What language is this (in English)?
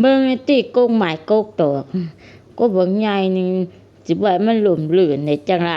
Lao